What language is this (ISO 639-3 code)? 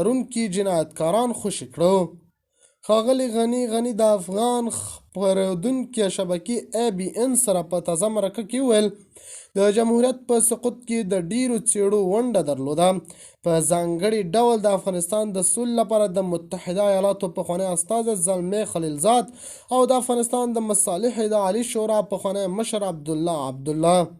pus